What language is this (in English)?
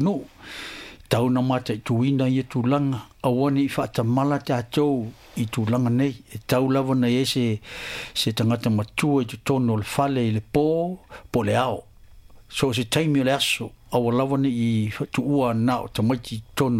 Samoan